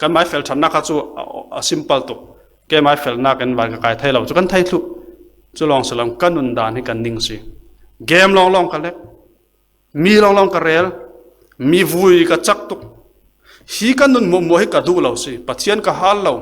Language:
Falam Chin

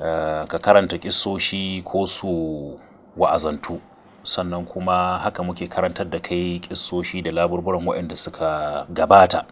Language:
Hausa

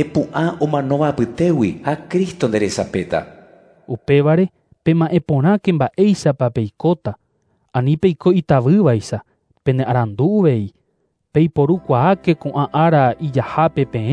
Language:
Guarani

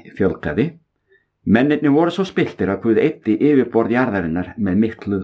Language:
Icelandic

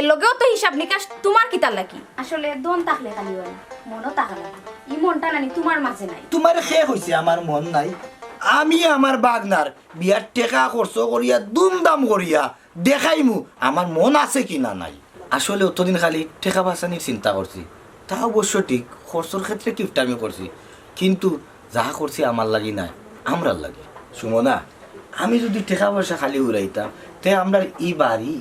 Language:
Sylheti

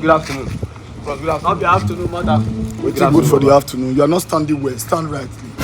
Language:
Nigerian Pidgin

